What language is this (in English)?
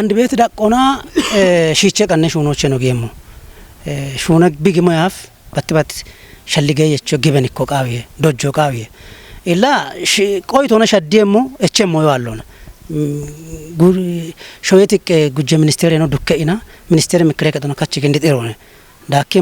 Kafa